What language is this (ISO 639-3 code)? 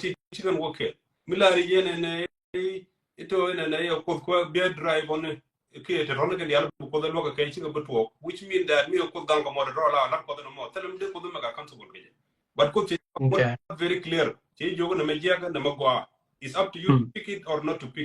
nus